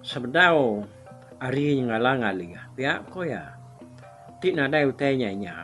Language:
Iban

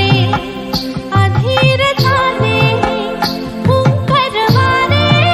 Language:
Marathi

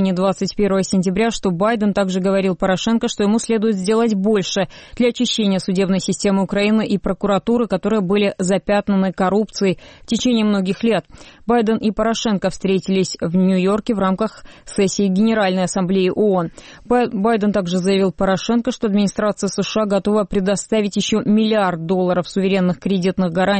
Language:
Russian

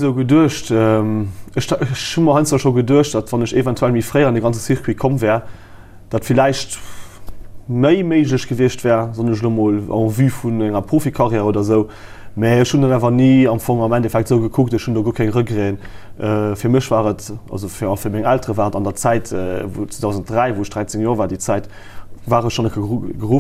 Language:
Luxembourgish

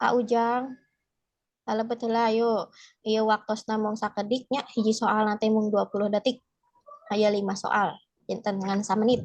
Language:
Sundanese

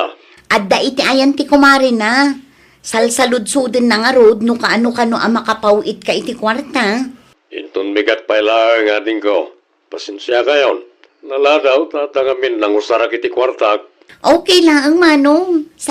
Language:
Iloko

